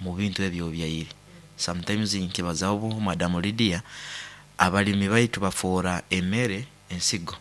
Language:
Nyoro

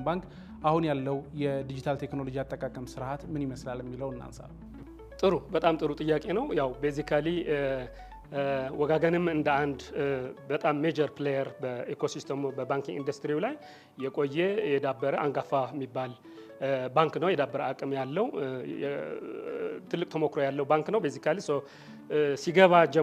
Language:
Amharic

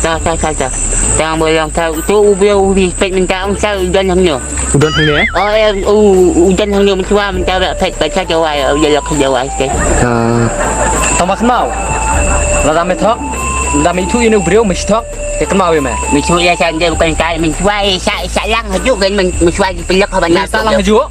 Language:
Khasi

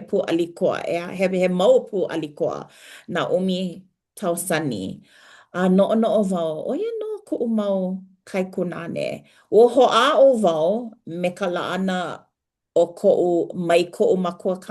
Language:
Hawaiian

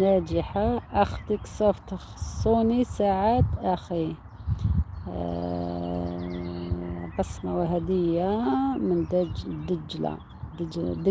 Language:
Algerian Arabic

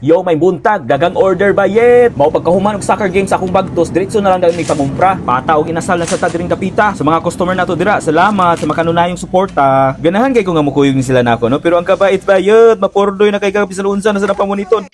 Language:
Cebuano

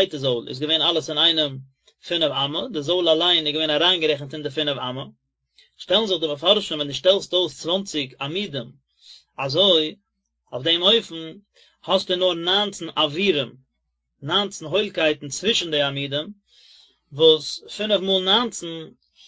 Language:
Yiddish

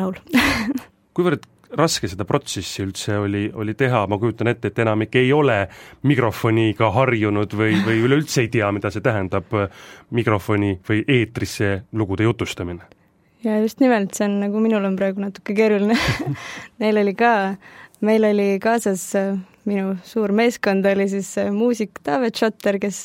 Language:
Estonian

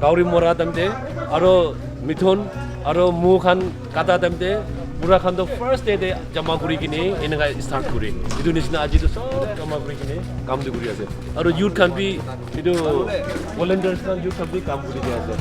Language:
Naga Pidgin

